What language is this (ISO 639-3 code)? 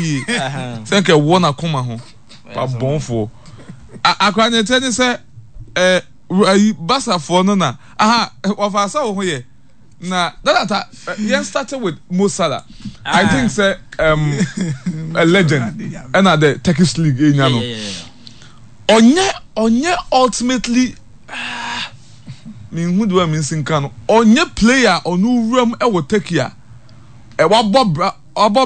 aka